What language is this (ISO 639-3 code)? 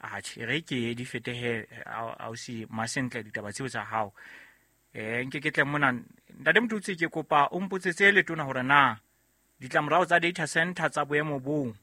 sot